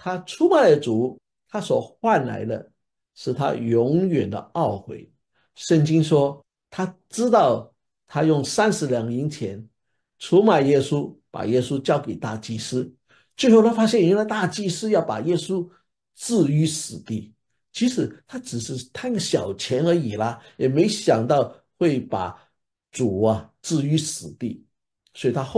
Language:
Chinese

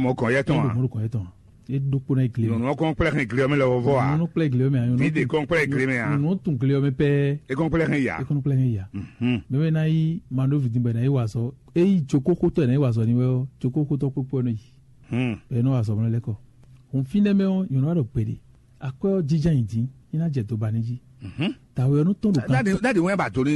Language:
Fon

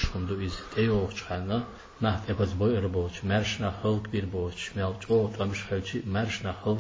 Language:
Chechen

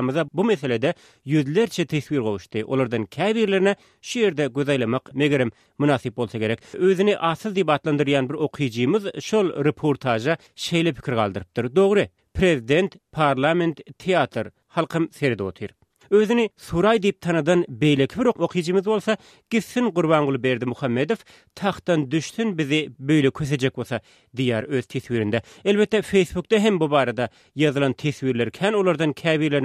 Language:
Turkmen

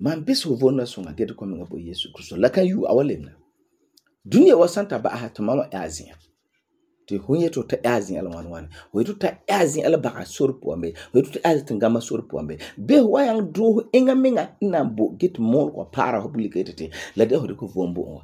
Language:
Frafra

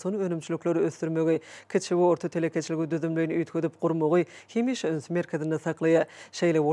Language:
Turkmen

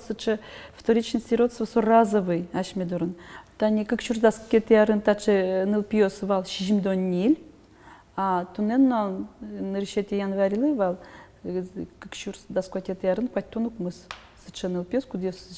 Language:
Udmurt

